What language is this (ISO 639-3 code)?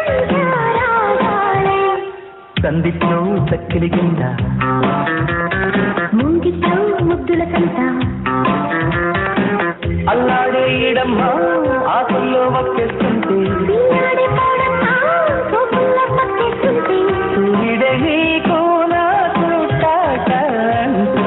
tel